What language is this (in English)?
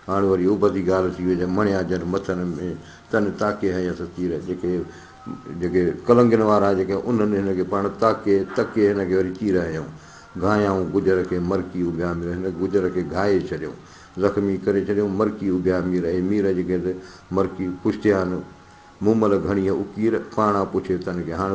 Sindhi